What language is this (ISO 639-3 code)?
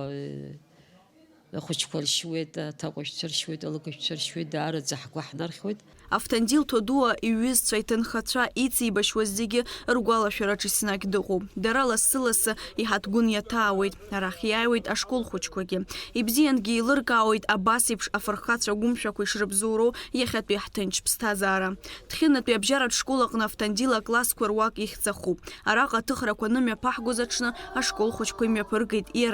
abk